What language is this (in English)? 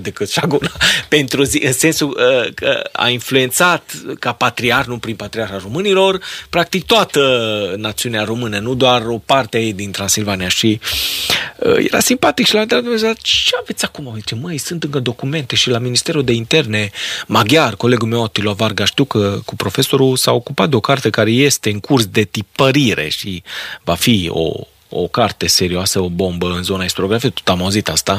Romanian